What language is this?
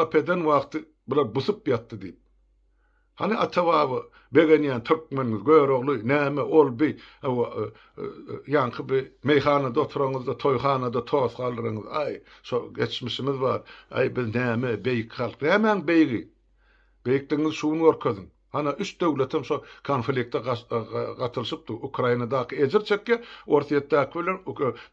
Turkmen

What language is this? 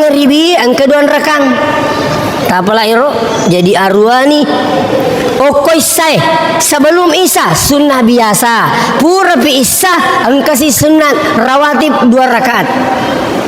Buginese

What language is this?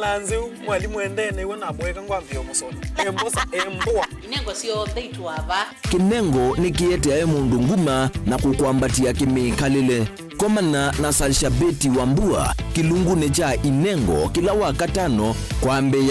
Kamba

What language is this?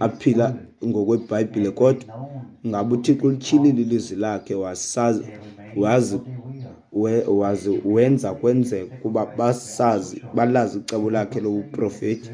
Xhosa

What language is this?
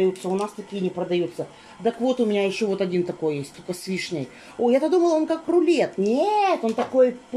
Russian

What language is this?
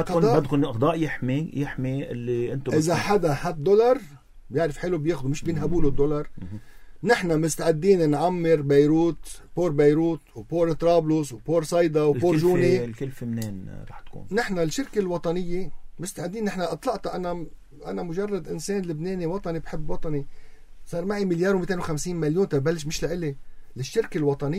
North Levantine Arabic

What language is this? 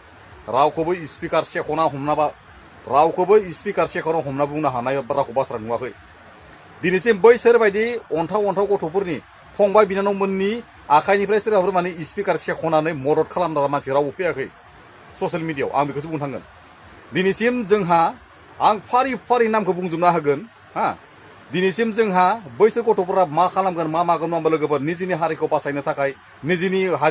Bodo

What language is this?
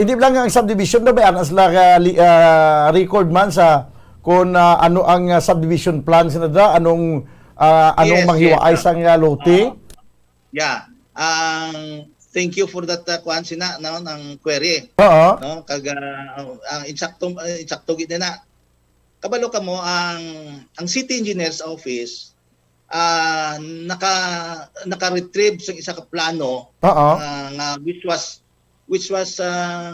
Hiligaynon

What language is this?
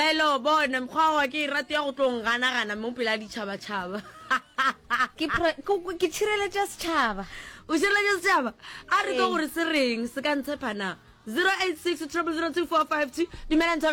Northern Sotho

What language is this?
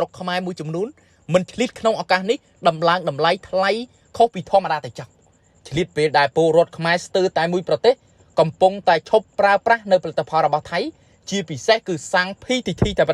Khmer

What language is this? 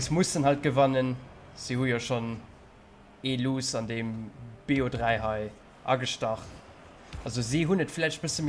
Luxembourgish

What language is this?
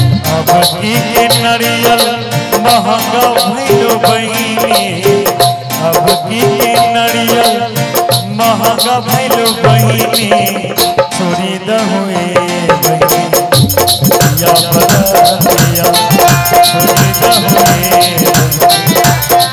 Bhojpuri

